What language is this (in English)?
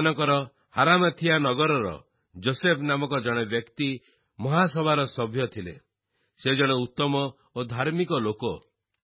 Odia